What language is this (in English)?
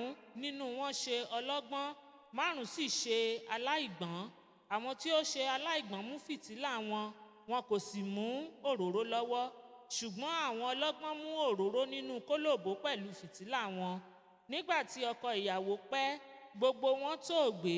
Yoruba